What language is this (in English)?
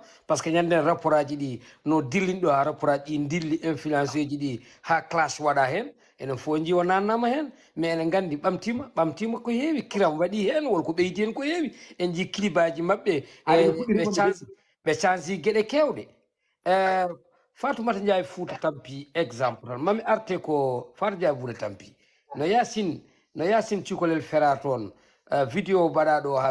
Fula